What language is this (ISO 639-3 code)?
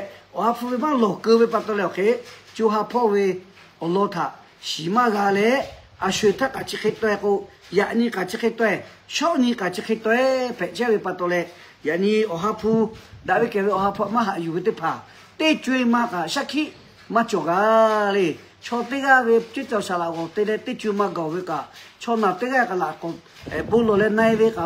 lhu